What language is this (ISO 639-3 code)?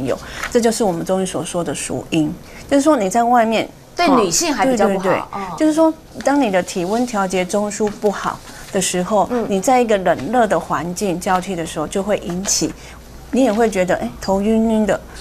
zho